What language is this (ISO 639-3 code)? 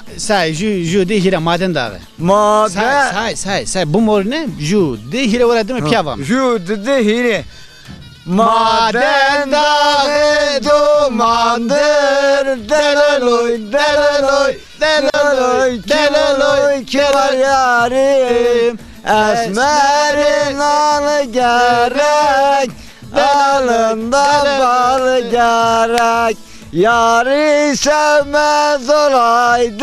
zza